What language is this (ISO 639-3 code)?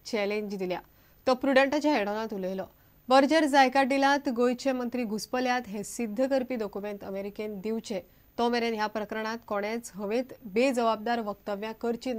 kok